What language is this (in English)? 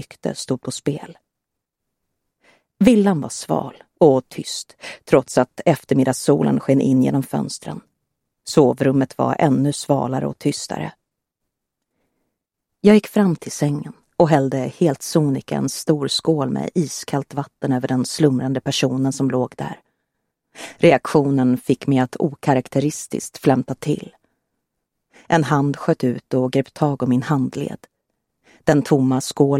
Swedish